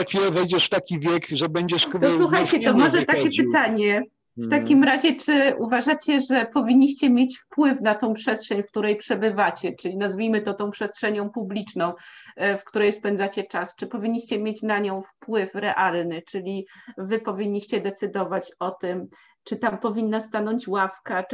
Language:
Polish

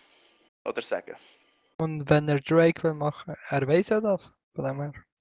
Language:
Swiss German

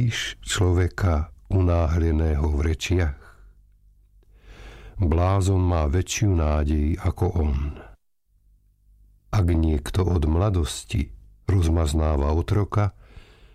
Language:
Slovak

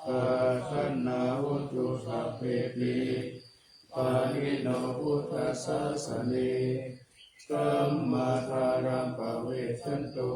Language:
Pali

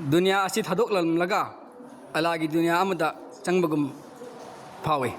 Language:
Manipuri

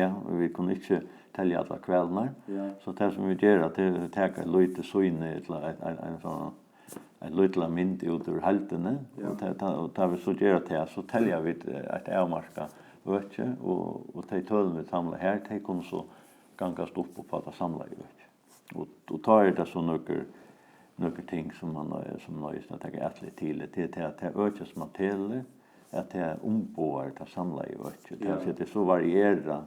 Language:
Faroese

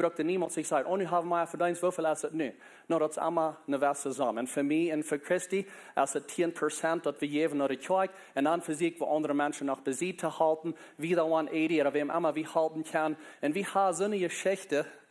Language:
Plautdietsch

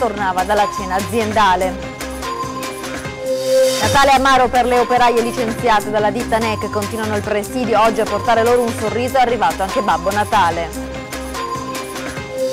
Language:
Italian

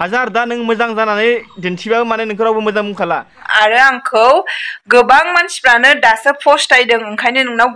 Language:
Bodo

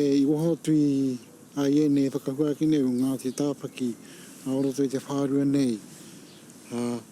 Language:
Māori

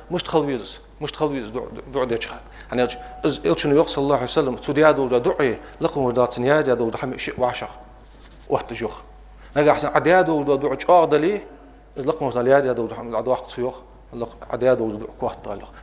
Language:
Ingush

